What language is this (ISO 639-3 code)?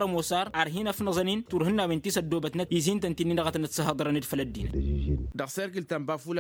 taq